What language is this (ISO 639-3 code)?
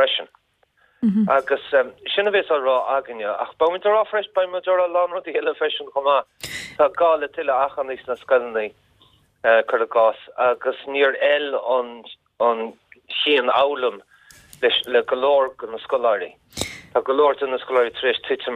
gle